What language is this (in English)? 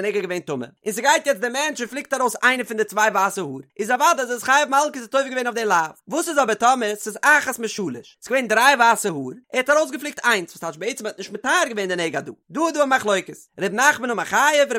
Yiddish